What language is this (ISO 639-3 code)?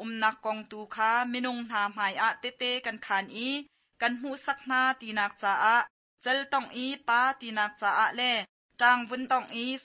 cnh